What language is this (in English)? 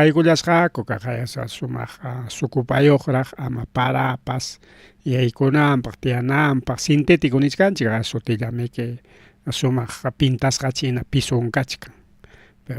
Ayacucho Quechua